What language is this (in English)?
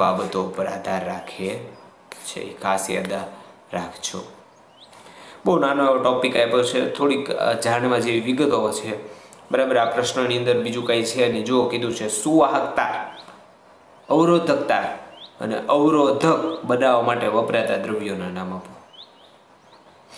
Gujarati